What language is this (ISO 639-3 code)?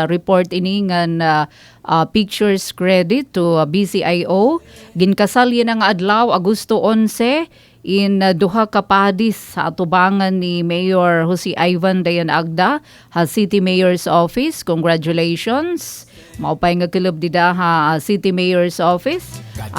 war